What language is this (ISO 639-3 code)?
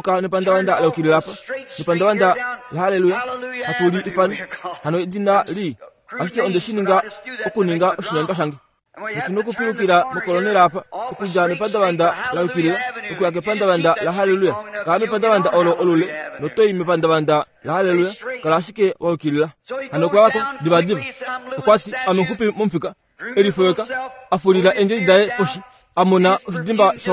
kua